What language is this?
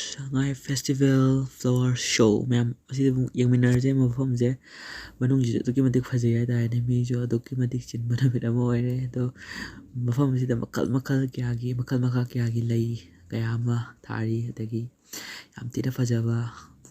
Manipuri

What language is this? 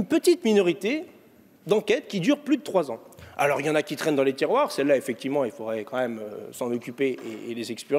French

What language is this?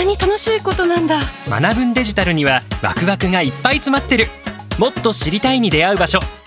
Japanese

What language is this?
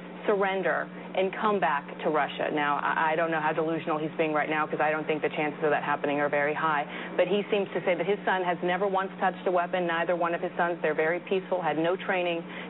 English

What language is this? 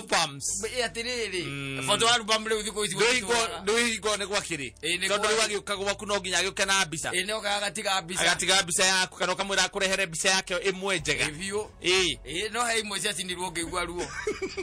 Kikuyu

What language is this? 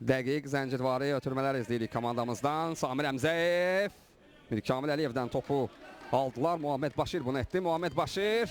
Azerbaijani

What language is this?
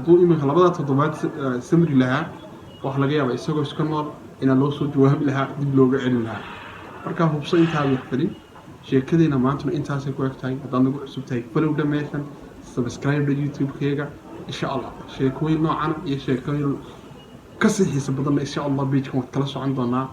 Somali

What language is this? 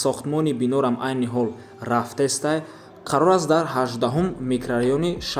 Tajik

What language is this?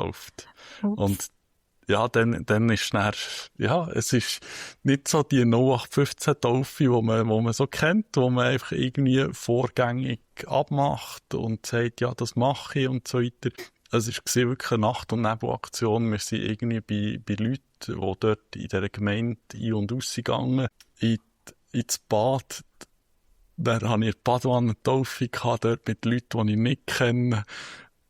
Swiss German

